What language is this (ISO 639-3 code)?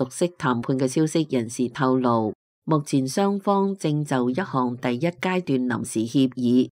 yue